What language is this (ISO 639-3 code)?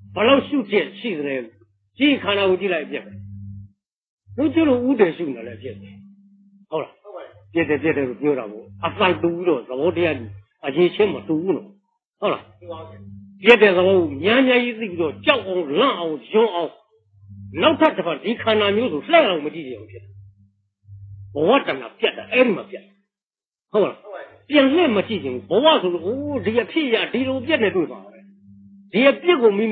mya